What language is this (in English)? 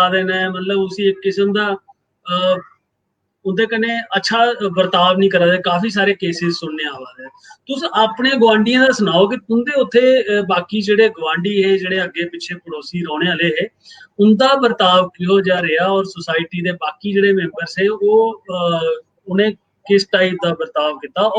Dogri